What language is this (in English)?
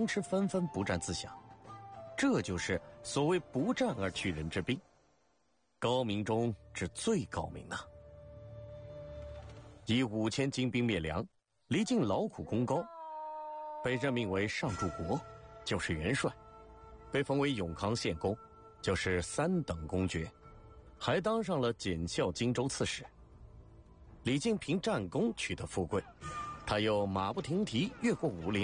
Chinese